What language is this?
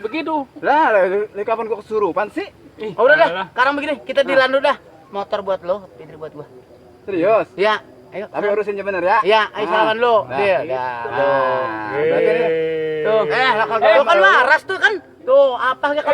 Betawi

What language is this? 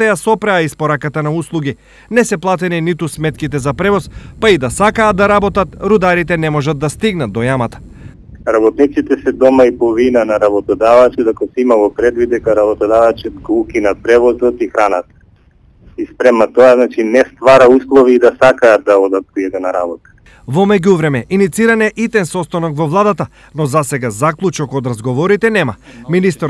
Macedonian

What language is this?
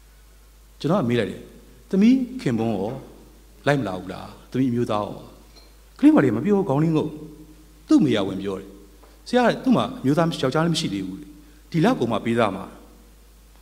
Burmese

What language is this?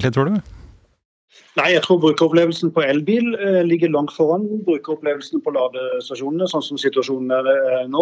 Norwegian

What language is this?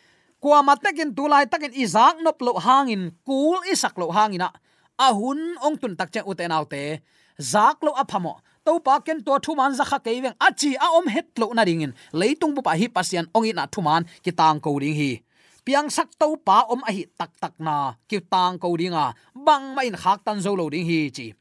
Tedim Chin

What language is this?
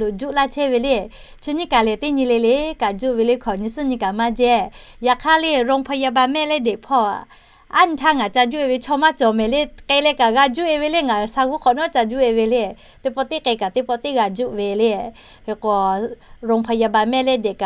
Lahu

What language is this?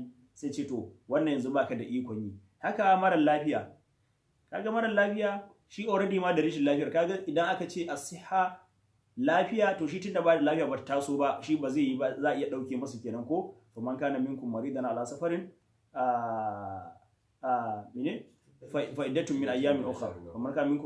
Hausa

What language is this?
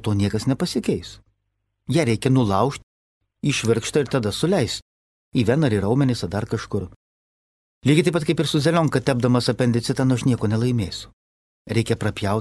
Lithuanian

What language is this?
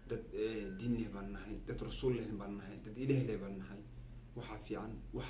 Somali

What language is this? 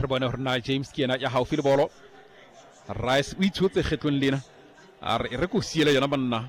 Southern Sotho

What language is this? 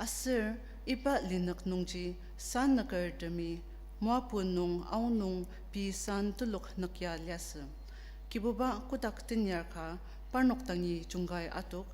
Ao Naga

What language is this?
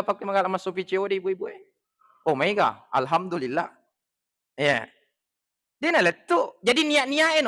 Buginese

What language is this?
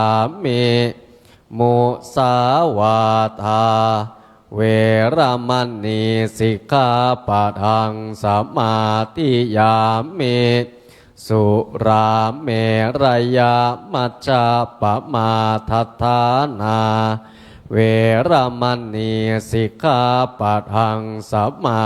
Pali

